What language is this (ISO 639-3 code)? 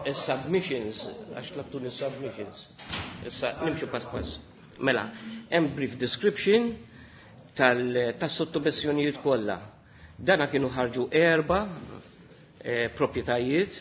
mlt